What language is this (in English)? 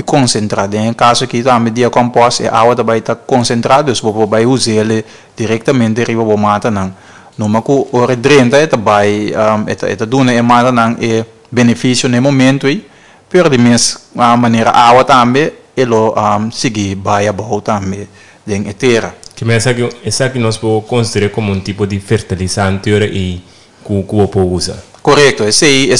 Papiamento